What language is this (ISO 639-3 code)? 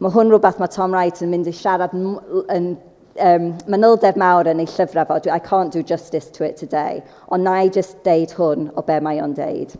cym